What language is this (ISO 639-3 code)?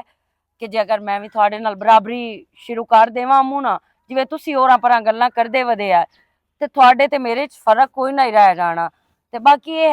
lah